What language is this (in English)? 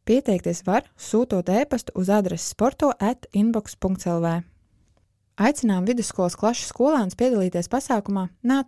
Latvian